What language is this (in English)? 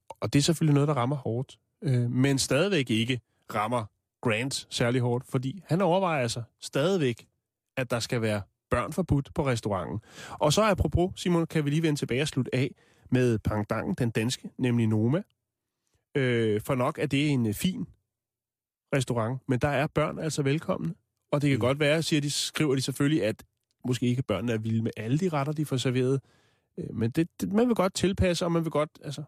Danish